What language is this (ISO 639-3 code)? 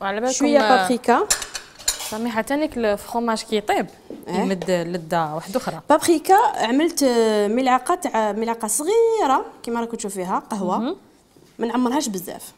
arq